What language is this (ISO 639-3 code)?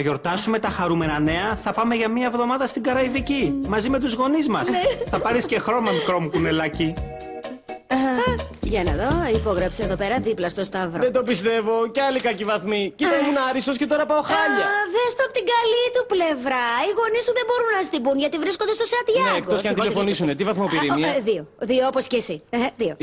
ell